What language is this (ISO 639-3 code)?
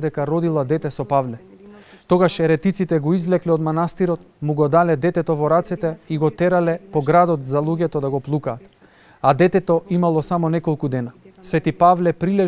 mkd